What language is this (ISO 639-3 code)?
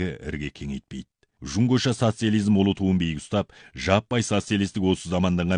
kaz